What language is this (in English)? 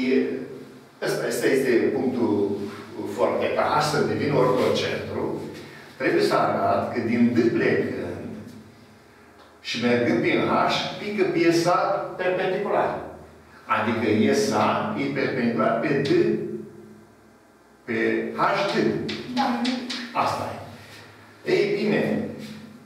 Romanian